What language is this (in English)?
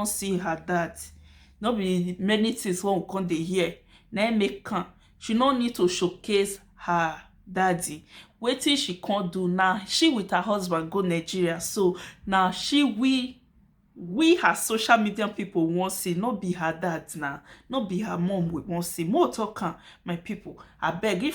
Nigerian Pidgin